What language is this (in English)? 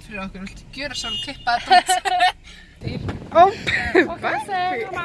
Icelandic